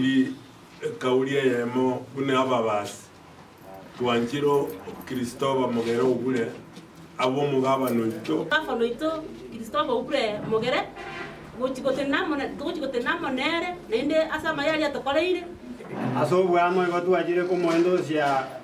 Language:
Gusii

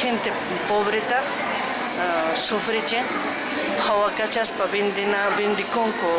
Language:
Quechua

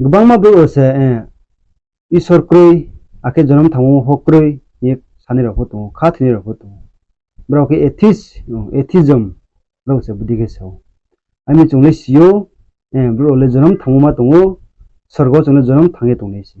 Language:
Riang (India)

